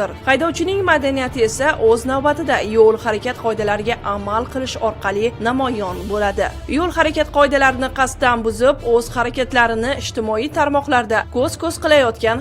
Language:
Uzbek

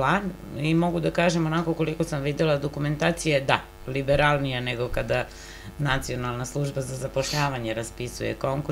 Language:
Serbian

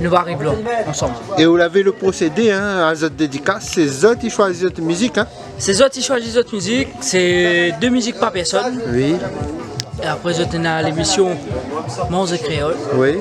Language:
Réunion Creole French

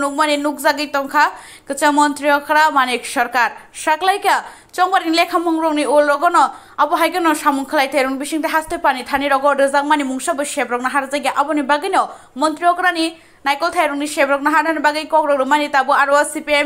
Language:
Kok Borok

